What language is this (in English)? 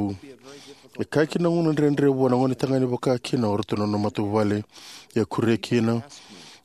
Fijian